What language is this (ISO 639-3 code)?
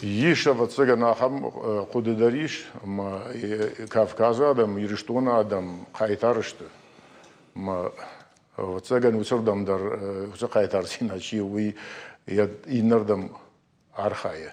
oss